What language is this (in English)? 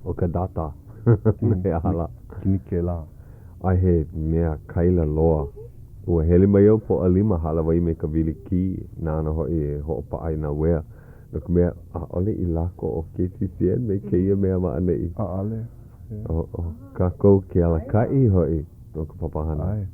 Hawaiian